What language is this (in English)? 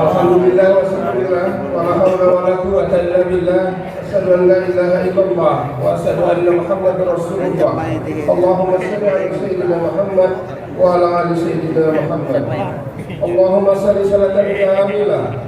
Banjar